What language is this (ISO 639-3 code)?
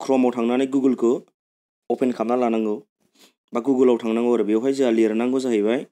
brx